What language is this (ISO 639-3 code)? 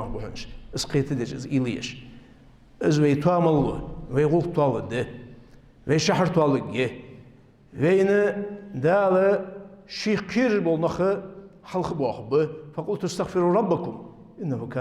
inh